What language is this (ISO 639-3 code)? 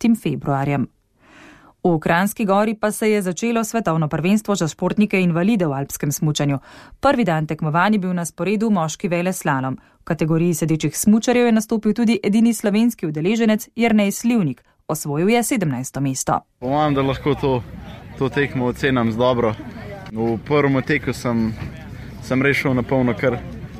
slv